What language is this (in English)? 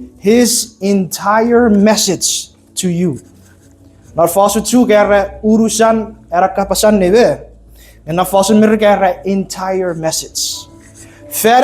Chuukese